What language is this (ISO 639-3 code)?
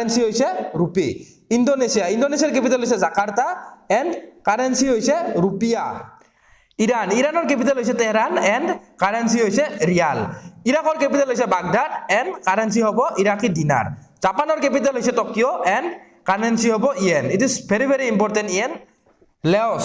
asm